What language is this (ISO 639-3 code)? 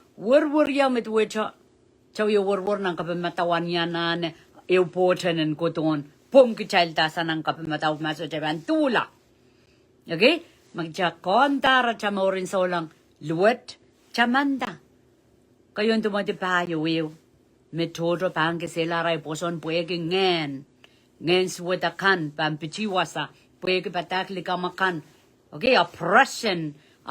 pon